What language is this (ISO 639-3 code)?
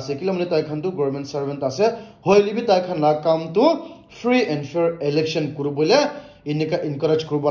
nag